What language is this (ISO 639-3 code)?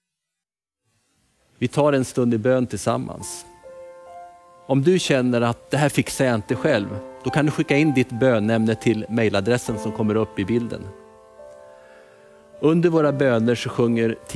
swe